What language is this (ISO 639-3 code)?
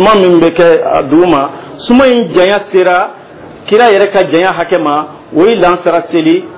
dyu